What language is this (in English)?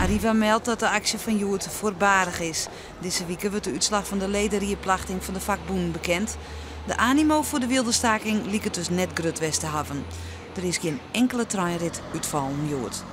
Western Frisian